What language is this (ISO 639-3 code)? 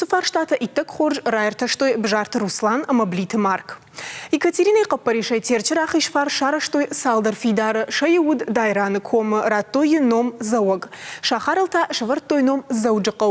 oss